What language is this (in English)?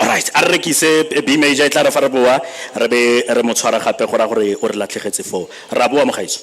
Tswana